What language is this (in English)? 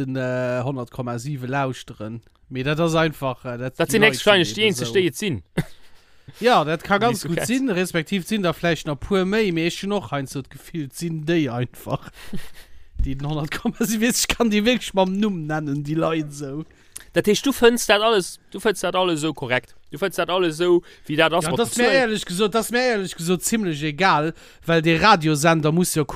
Luxembourgish